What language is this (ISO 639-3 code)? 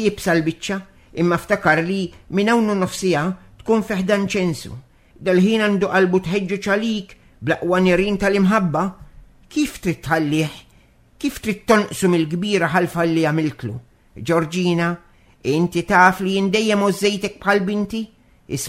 mlt